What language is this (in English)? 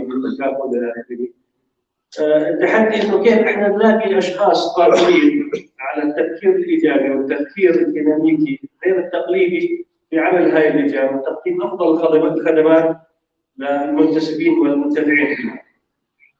North Levantine Arabic